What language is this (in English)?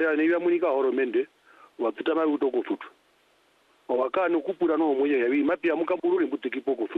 Swahili